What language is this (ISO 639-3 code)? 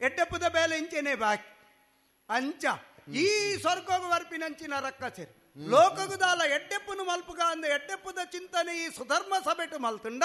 tcy